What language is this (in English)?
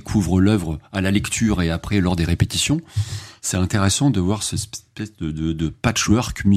French